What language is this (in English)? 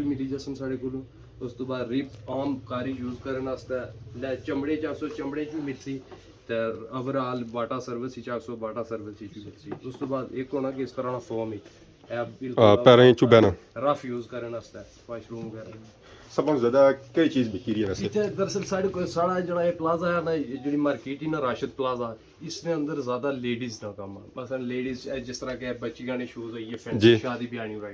Pahari-Potwari